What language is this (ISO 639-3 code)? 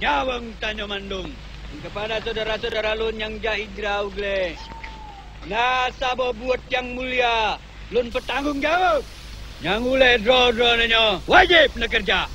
ace